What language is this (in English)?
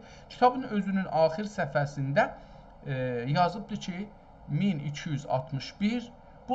South Azerbaijani